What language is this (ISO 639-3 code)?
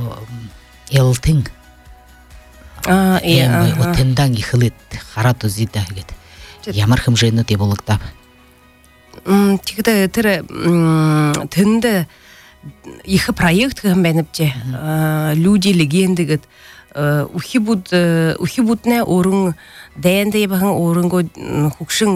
bua